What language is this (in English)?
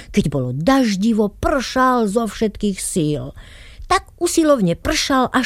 Slovak